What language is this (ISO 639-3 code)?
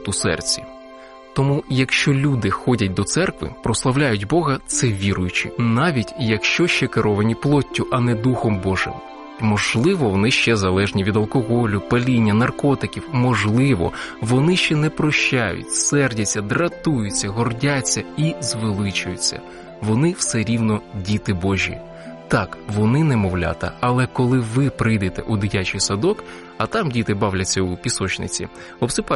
ukr